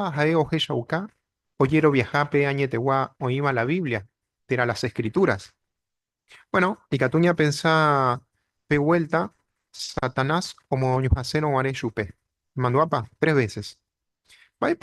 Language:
Guarani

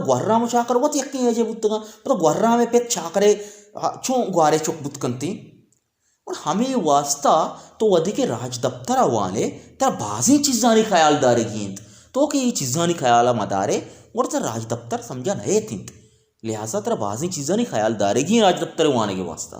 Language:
Baluchi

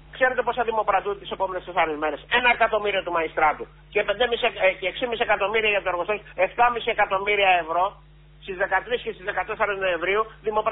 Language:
Greek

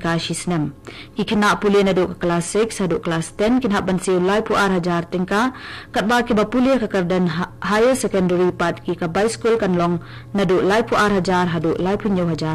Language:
Khasi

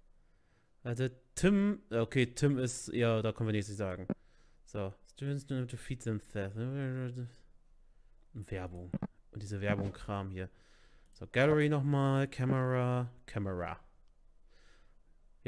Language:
German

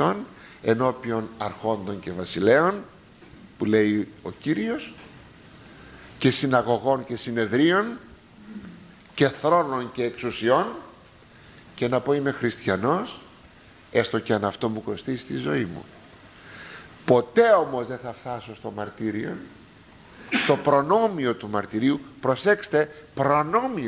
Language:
Greek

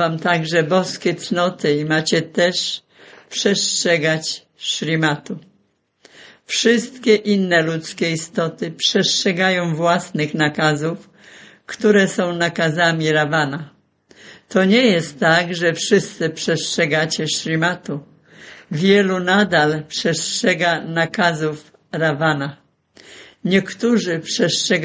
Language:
Polish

